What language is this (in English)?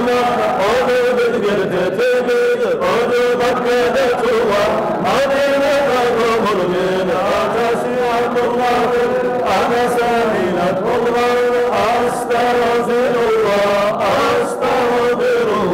Kumyk